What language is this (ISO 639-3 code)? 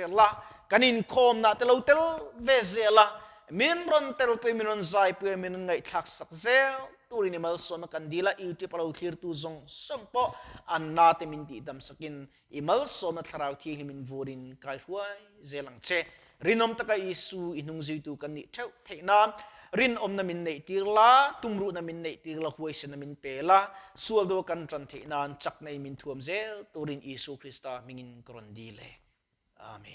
lus